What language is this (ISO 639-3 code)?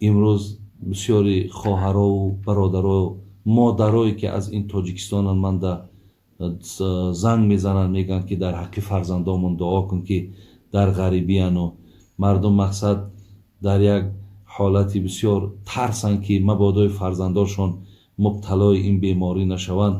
tgk